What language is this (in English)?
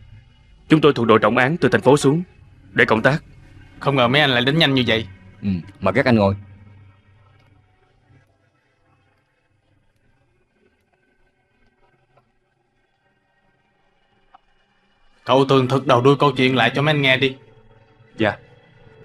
Vietnamese